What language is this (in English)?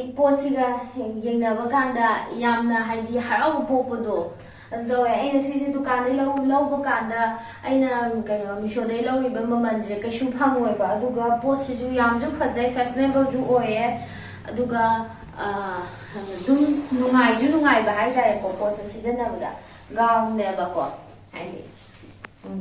Manipuri